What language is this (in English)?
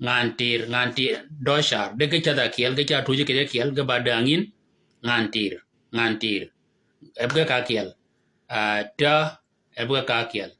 Shilluk